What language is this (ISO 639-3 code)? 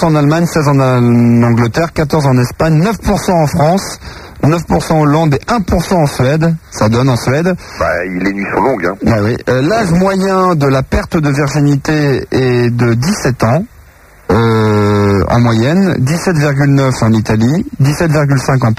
fra